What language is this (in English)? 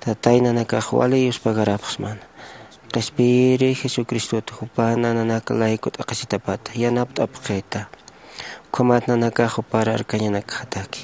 Aymara